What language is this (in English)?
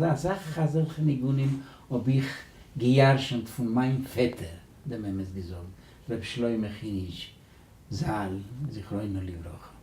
Yiddish